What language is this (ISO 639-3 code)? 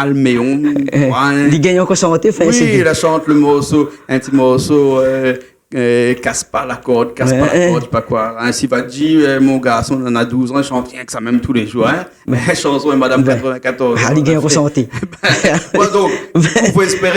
rcf